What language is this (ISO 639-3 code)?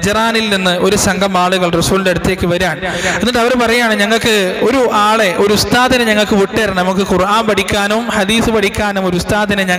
mal